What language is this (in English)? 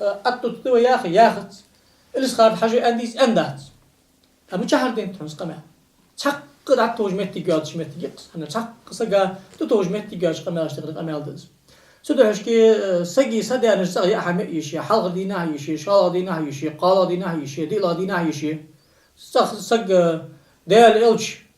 Ingush